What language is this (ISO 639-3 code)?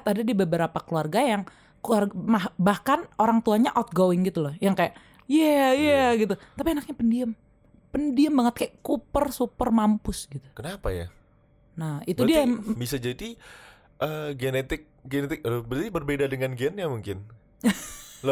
ind